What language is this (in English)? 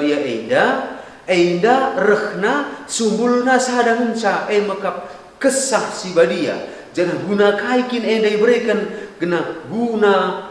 Batak Karo